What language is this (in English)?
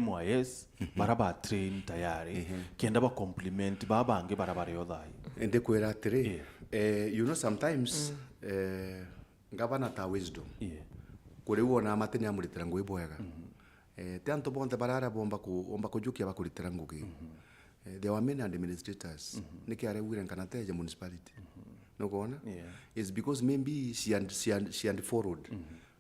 Meru